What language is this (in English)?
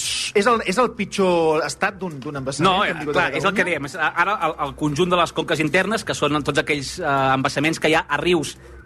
Catalan